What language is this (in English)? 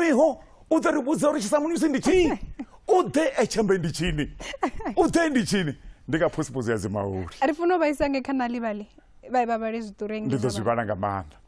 Venda